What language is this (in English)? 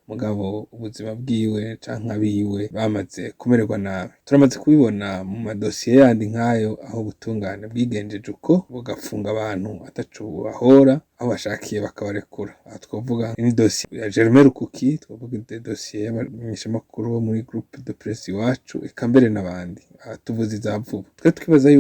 Rundi